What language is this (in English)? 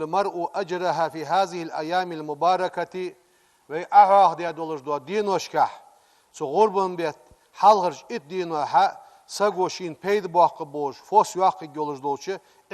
Ingush